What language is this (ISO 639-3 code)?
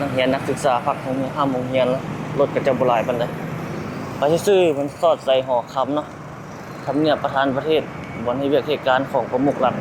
lao